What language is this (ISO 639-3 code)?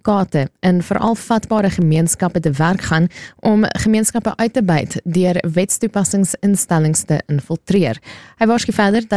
afr